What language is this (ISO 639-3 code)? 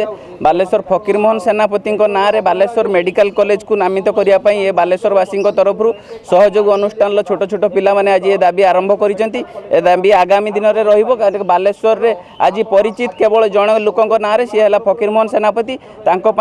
ori